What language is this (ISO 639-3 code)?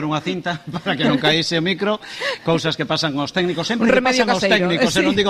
glg